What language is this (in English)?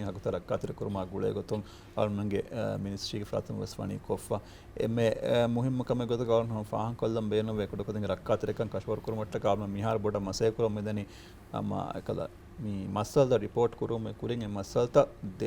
Divehi